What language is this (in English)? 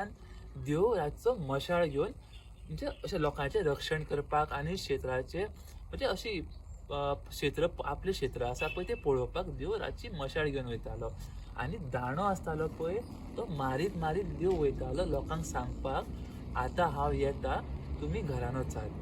Konkani